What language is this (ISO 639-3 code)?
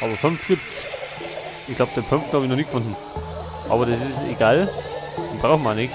bar